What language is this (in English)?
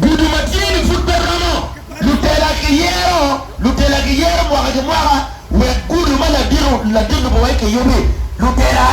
Acoli